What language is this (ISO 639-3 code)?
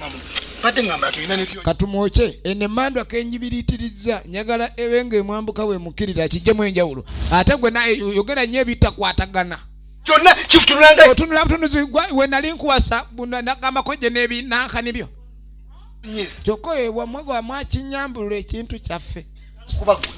lug